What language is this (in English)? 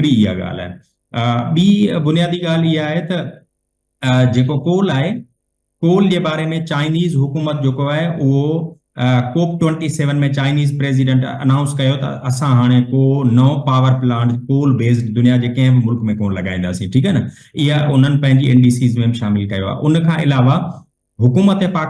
Sindhi